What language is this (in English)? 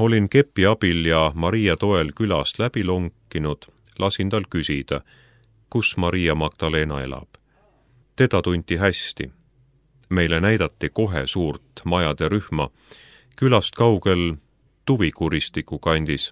Estonian